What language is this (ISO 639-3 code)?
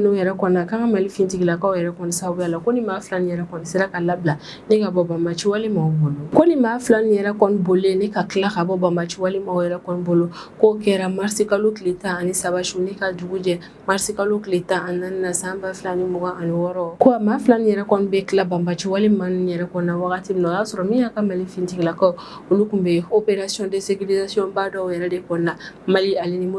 bam